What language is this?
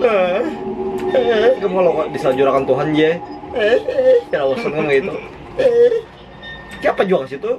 Banjar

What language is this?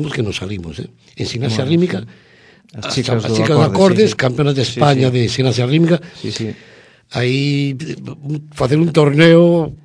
Galician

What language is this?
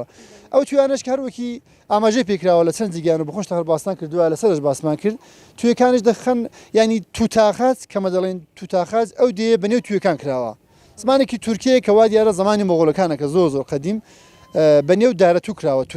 Central Kurdish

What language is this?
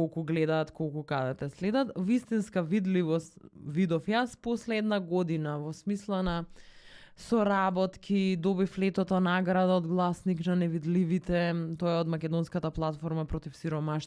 Macedonian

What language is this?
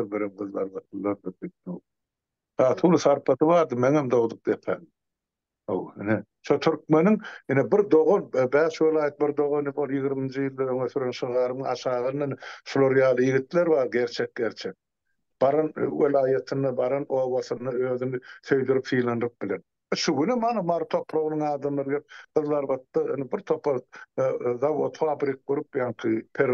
Turkmen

